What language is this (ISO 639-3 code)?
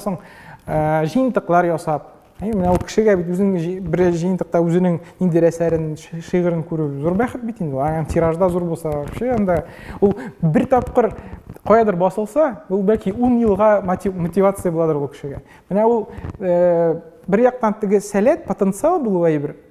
tat